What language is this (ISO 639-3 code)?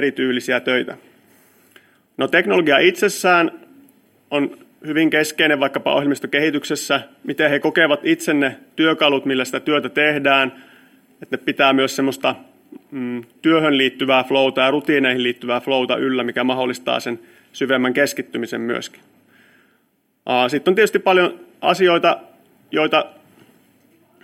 fin